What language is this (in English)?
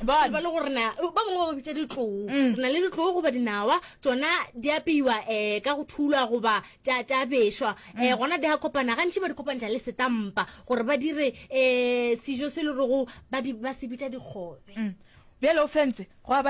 Northern Sotho